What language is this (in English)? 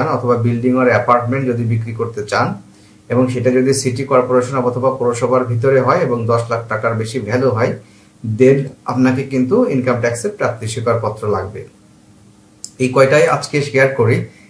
Bangla